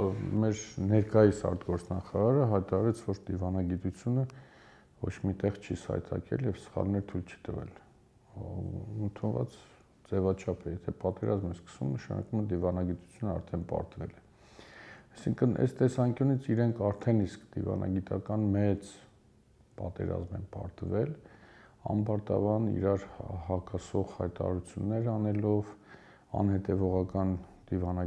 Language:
Armenian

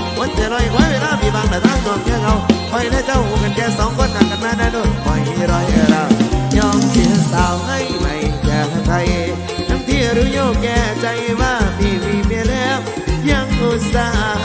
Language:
Thai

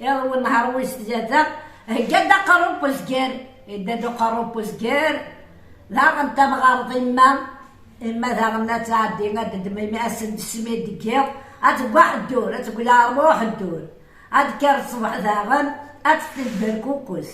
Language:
Kabyle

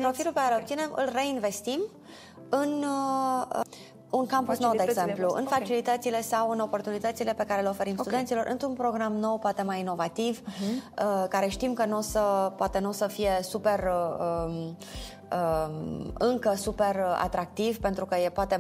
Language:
Romanian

